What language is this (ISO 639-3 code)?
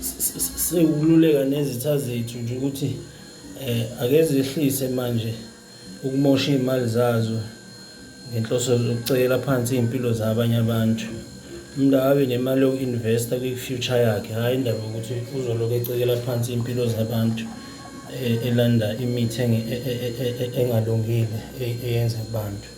zul